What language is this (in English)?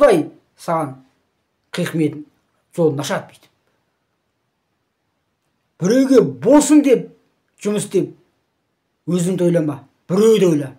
Kazakh